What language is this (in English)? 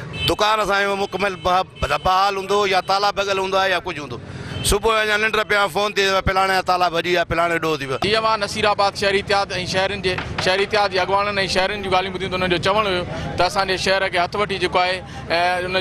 Sindhi